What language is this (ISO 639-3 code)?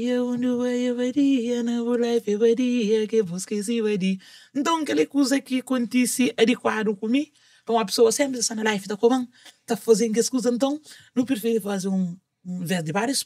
kea